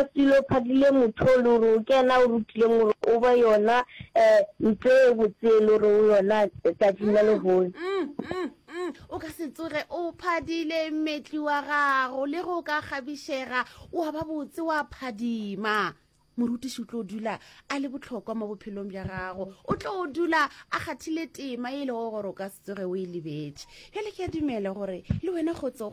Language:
Northern Sotho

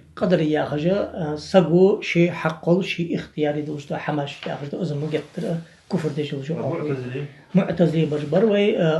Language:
Ingush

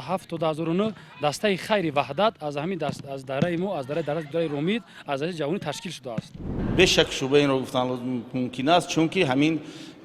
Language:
Tajik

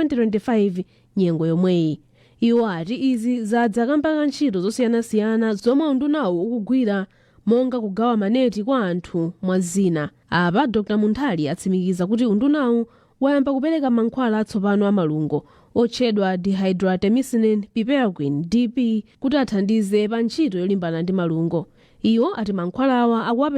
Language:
Nyanja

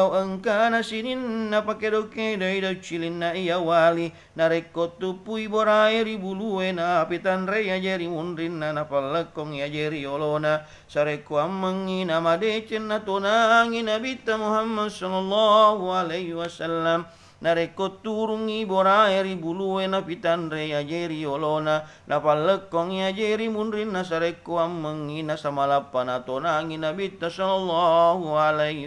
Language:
Buginese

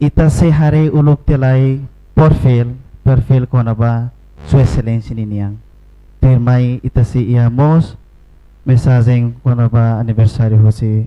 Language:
Tetum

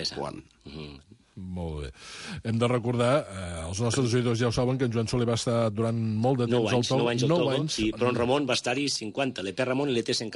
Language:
Catalan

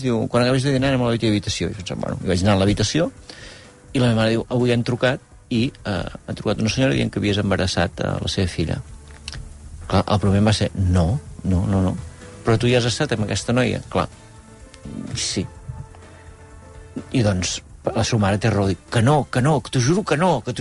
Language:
Catalan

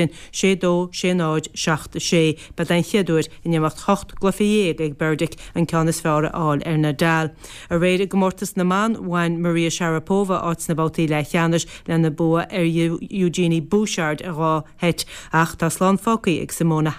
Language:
Irish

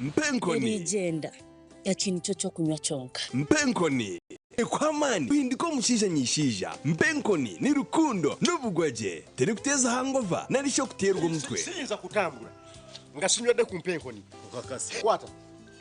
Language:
Nyankole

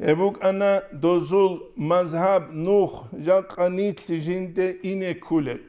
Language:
Avaric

